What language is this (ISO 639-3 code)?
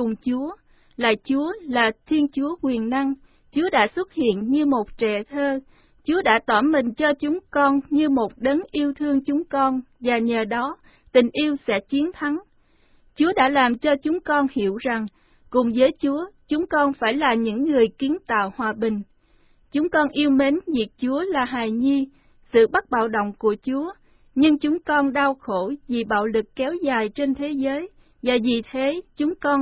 vie